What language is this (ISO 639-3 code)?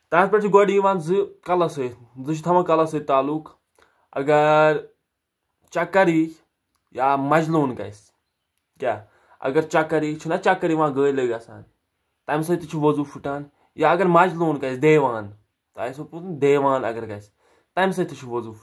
kas